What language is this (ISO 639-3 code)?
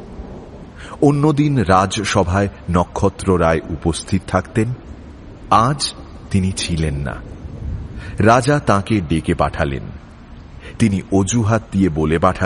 ben